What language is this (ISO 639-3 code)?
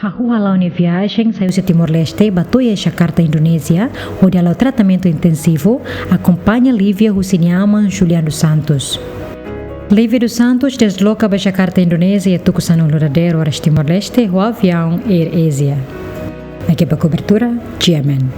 tet